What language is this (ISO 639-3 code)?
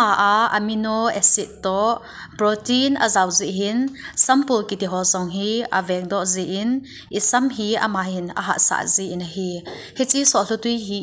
tcz